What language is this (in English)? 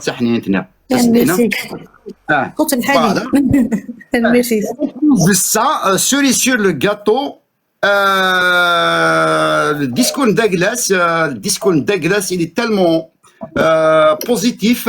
Kabyle